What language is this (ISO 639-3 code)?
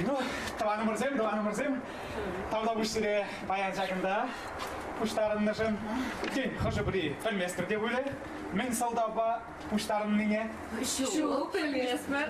chv